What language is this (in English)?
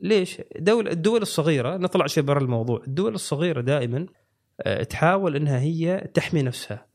Gulf Arabic